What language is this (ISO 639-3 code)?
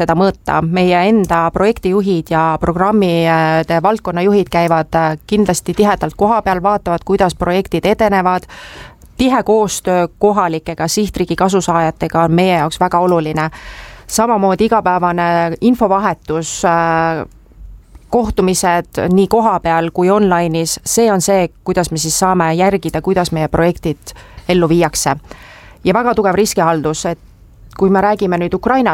est